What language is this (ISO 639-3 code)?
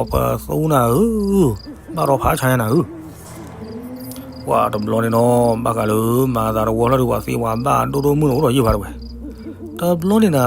ksw